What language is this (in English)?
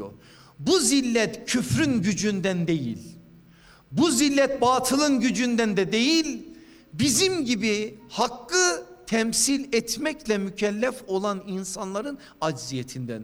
Turkish